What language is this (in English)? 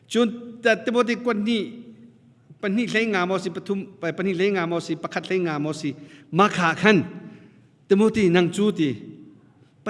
Hakha Chin